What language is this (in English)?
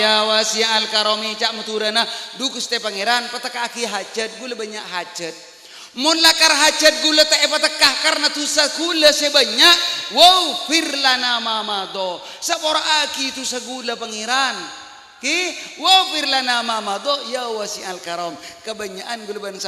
Madurese